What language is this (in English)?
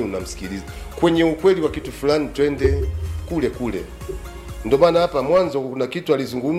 Swahili